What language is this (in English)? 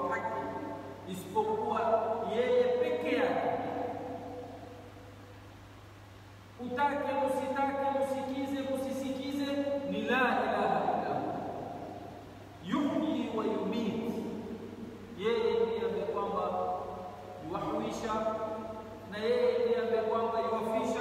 Swahili